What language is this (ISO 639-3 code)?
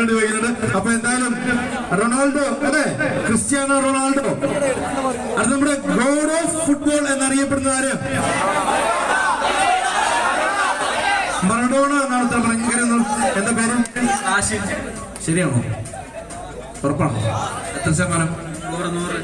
mal